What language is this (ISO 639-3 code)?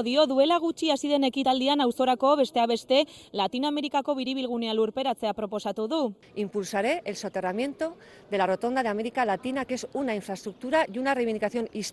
eus